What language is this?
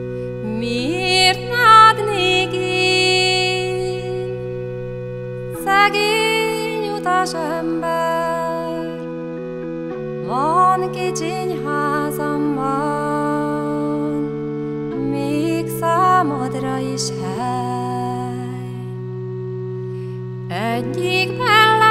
Hungarian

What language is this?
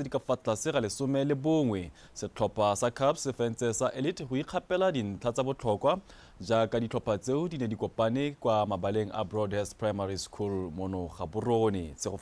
Tswana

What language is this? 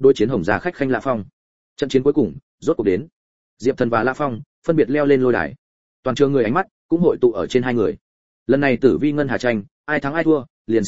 Vietnamese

